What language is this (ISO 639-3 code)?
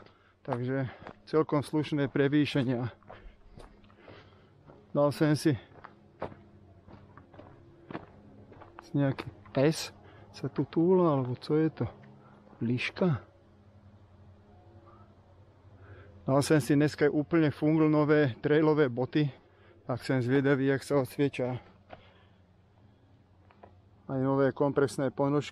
slk